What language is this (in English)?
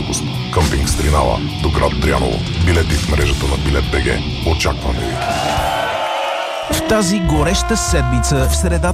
Bulgarian